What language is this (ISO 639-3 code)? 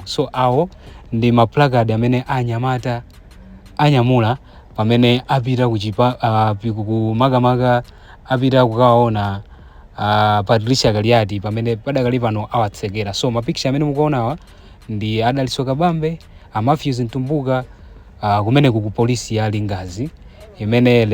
nya